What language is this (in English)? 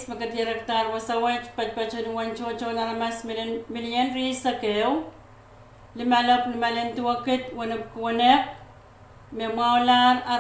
Pohnpeian